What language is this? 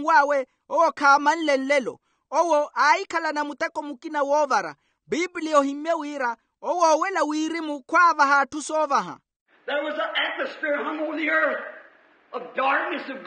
Makhuwa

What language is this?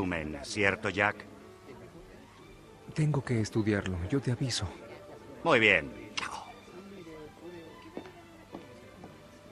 Spanish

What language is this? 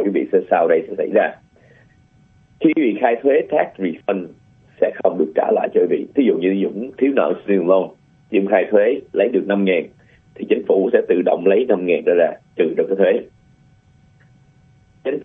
Vietnamese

